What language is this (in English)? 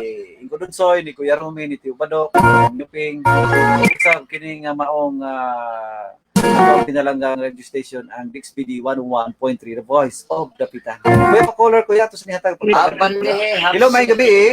Cebuano